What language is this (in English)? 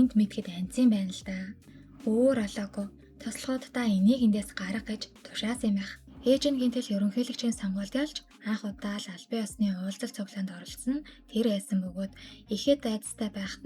Mongolian